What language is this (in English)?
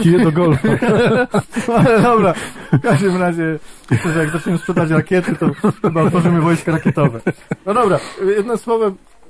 Polish